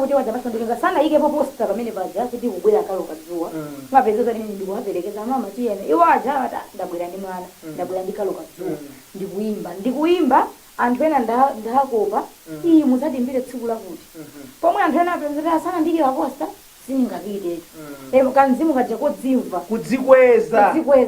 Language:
Nyanja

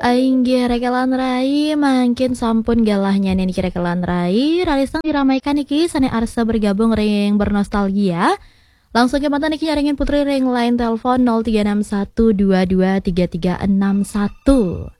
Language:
Balinese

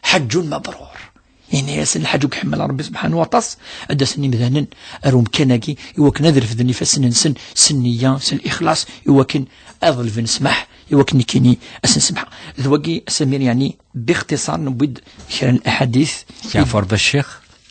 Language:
Kabyle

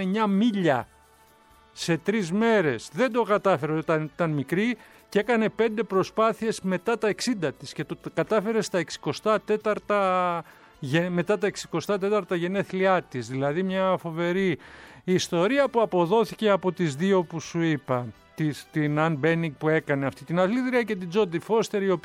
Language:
Greek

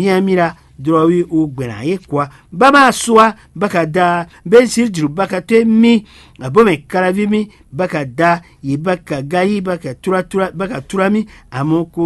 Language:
Fon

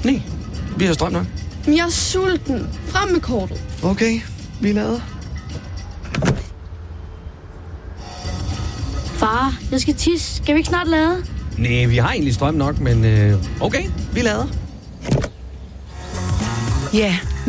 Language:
Danish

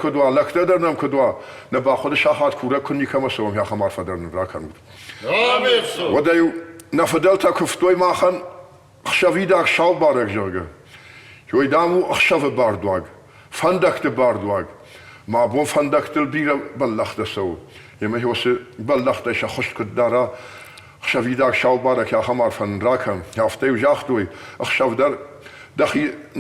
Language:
Ossetic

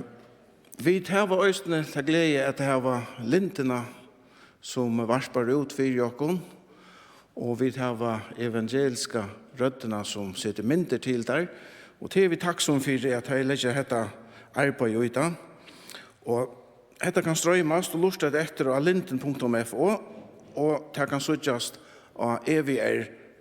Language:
Faroese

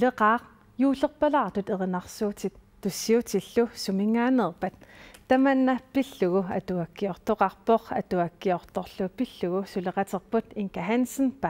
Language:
Kalaallisut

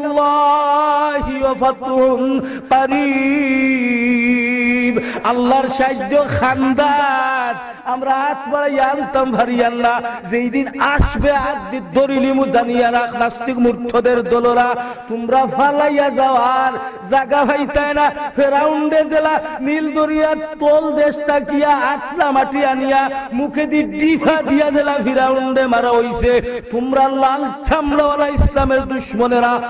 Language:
Sylheti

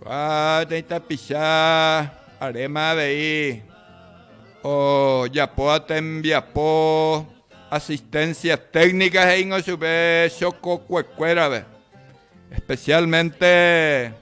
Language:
Guarani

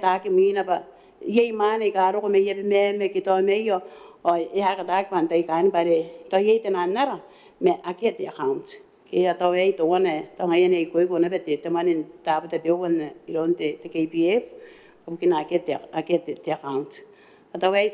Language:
Gilbertese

